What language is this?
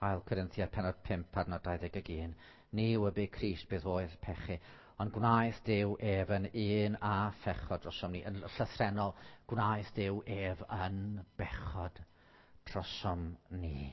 Welsh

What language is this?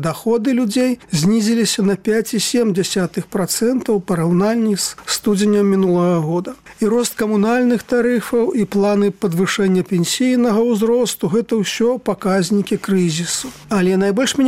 Belarusian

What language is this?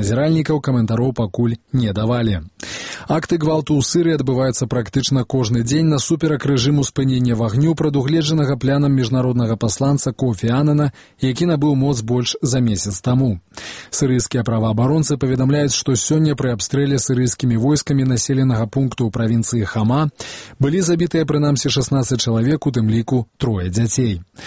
Belarusian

